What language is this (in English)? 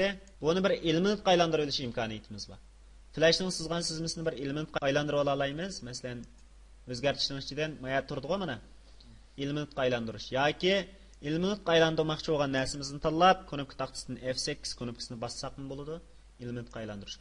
Uyghur